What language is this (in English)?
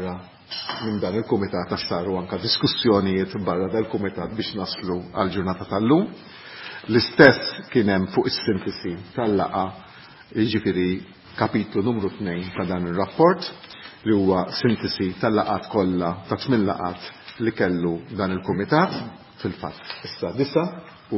Maltese